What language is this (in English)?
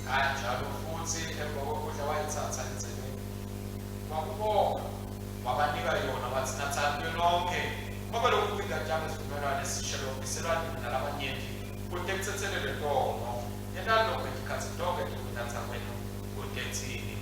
Swati